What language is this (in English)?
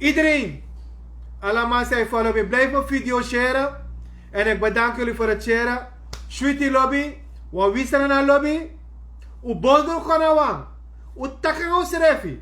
Sranan Tongo